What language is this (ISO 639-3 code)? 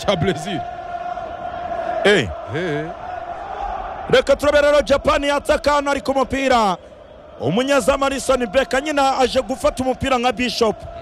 kin